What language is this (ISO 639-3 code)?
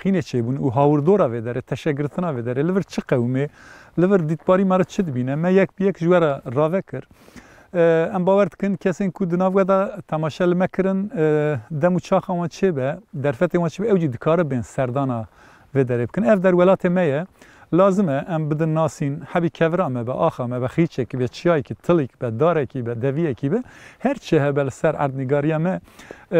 kur